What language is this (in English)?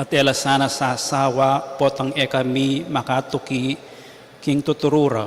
Pampanga